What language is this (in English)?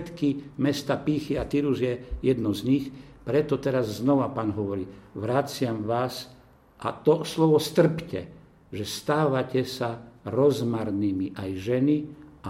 Slovak